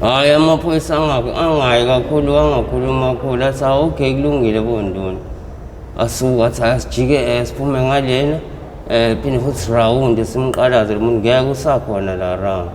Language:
Zulu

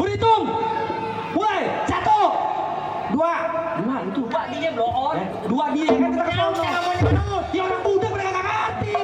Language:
Betawi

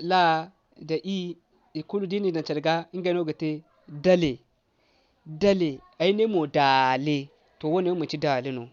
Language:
Zarma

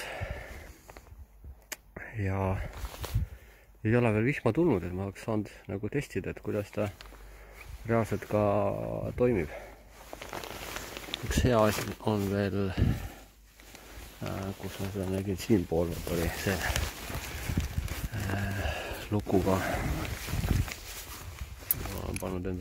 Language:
Estonian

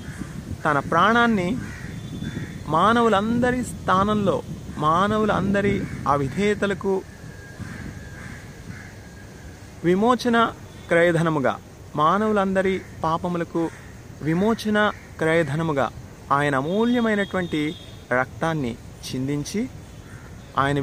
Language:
Telugu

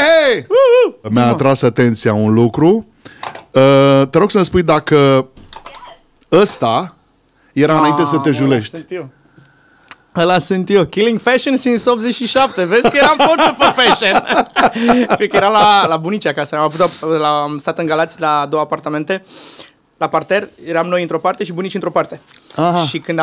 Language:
Romanian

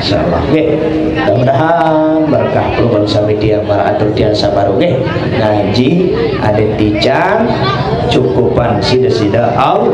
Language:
Sasak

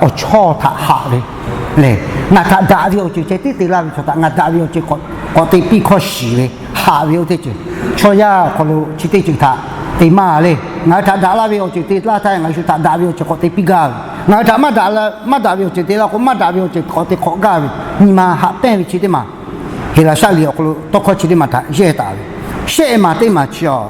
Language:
Lahu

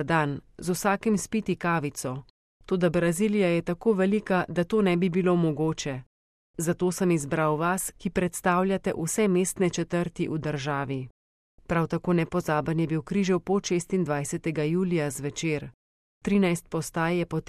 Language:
Slovenian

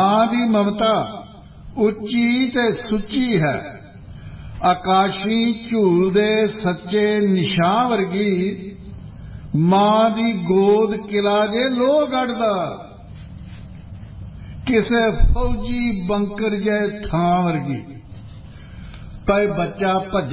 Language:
Punjabi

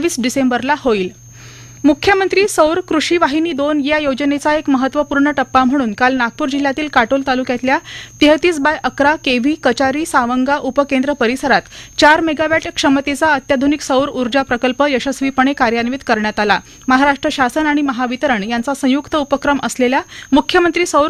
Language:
Marathi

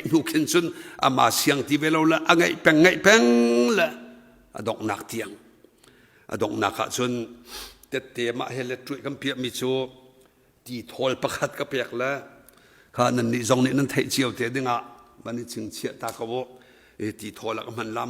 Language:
Hakha Chin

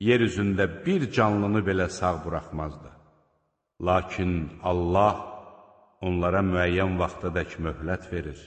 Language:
Azerbaijani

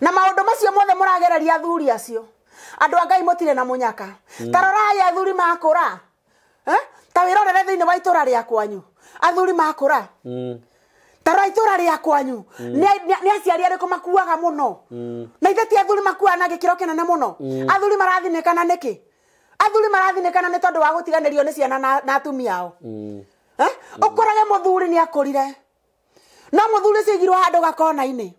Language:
Kikuyu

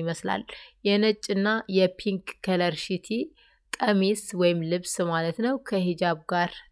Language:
Amharic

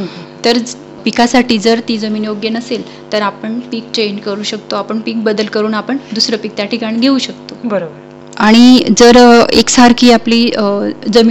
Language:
Marathi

